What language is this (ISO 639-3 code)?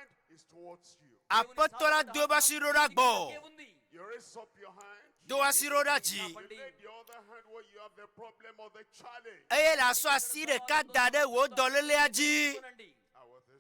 ewe